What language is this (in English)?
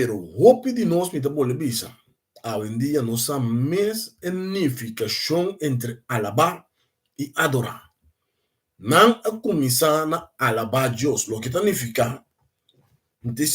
Papiamento